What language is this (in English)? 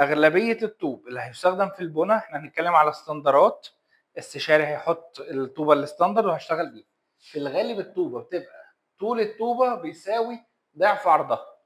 Egyptian Arabic